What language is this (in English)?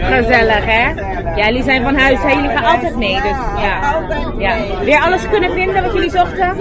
Papiamento